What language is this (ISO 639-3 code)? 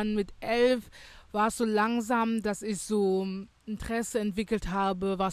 deu